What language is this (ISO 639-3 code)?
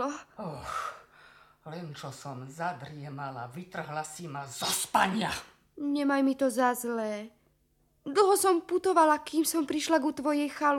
slk